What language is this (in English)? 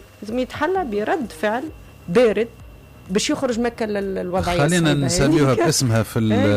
Tunisian Arabic